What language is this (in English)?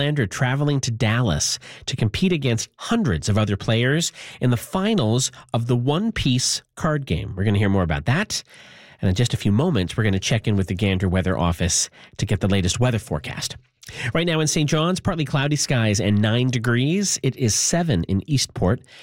English